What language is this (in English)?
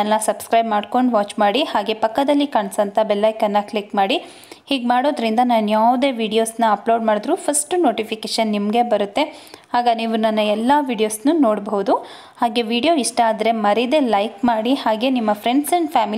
Kannada